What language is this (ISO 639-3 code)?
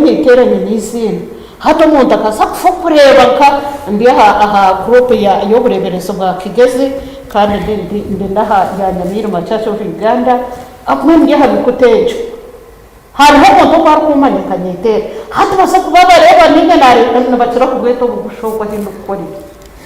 nyn